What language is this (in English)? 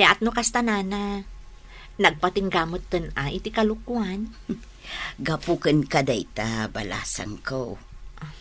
Iloko